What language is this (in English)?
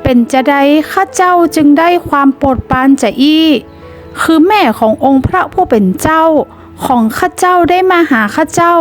Northern Thai